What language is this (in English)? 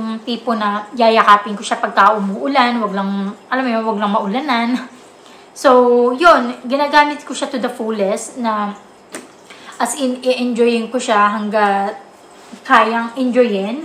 Filipino